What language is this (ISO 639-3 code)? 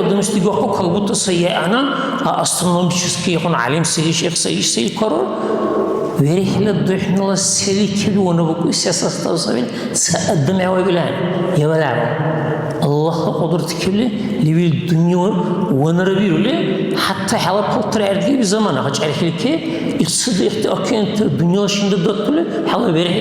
dar